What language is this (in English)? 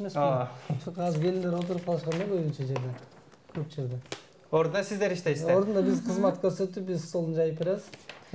Kyrgyz